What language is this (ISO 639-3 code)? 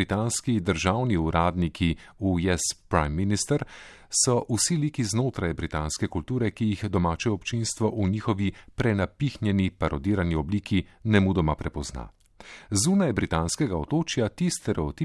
slv